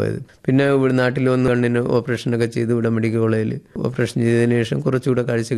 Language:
Malayalam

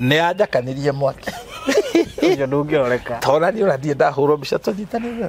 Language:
Kikuyu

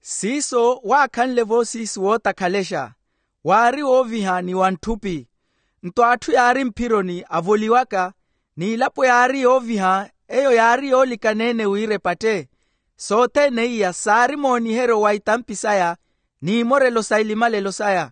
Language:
Makhuwa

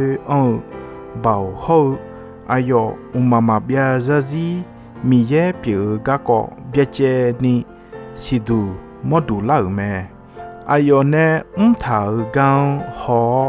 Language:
Akha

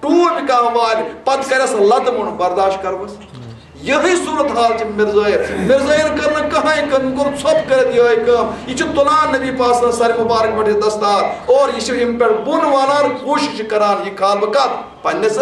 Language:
Kashmiri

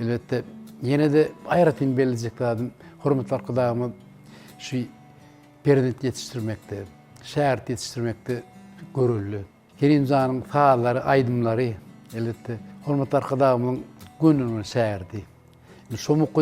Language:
Turkmen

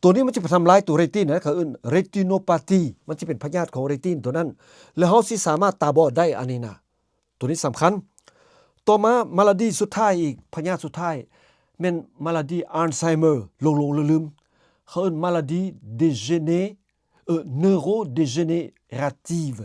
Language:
Lao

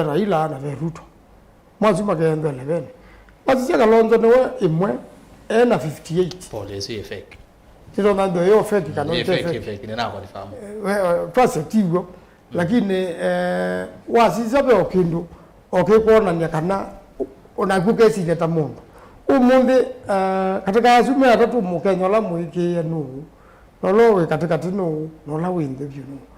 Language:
Kamba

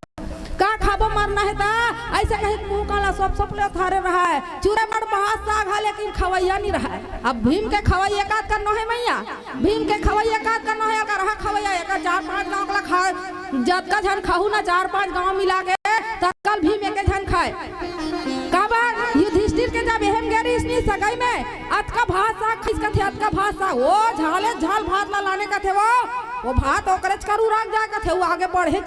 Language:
Chhattisgarhi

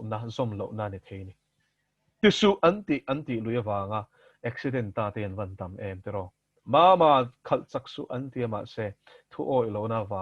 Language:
Mizo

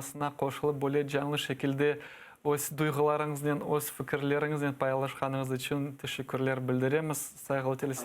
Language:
Crimean Tatar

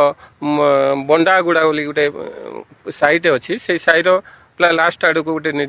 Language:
Odia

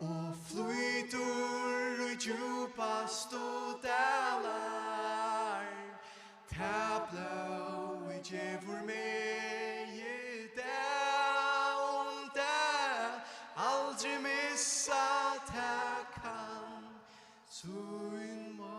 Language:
Faroese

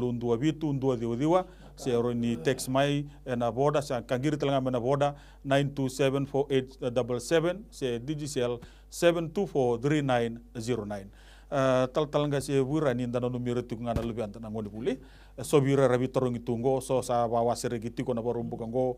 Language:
Fijian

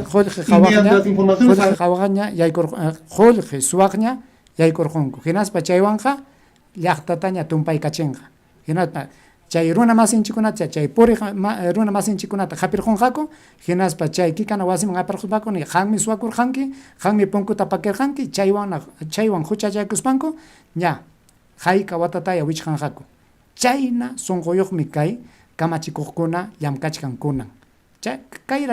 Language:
Ayacucho Quechua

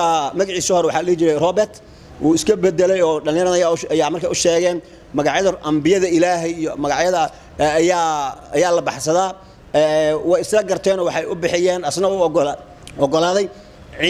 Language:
Somali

